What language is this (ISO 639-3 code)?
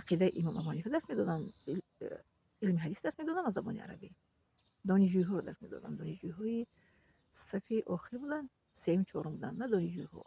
tgk